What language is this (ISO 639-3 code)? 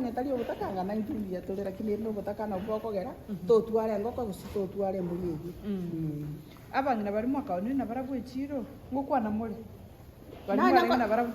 guz